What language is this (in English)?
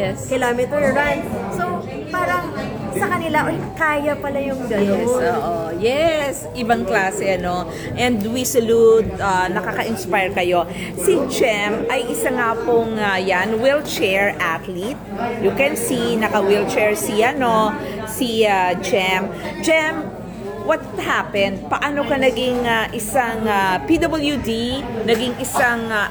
Filipino